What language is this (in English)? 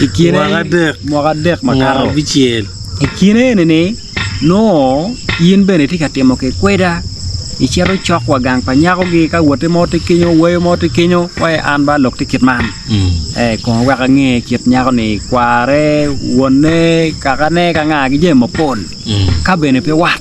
Acoli